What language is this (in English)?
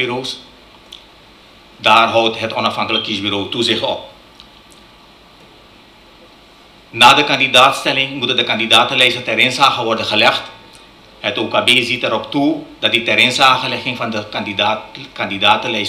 Dutch